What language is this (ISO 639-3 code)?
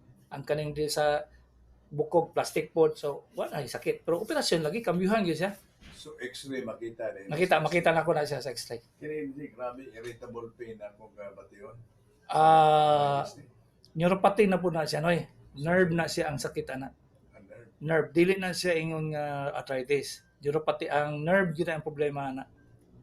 ceb